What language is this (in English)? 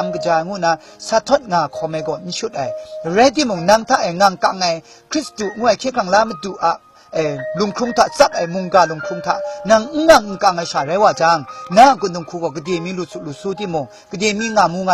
Kachin